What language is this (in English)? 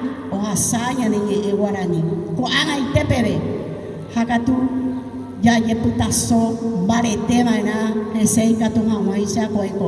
Guarani